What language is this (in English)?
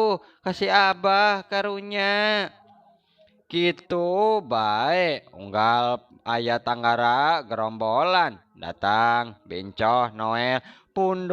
Sundanese